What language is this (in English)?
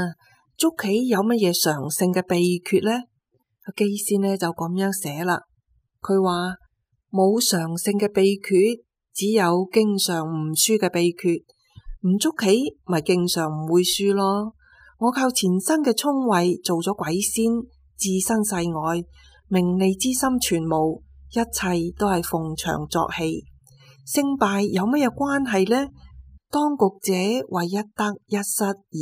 Cantonese